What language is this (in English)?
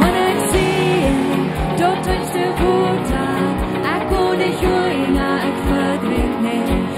Plautdietsch